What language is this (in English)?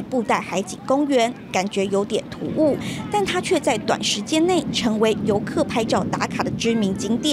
Chinese